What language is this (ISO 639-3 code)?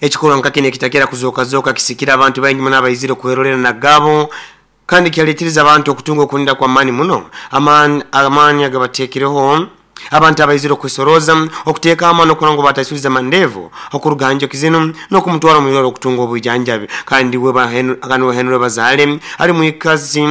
nyo